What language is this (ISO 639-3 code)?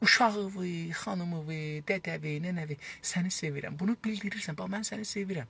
azb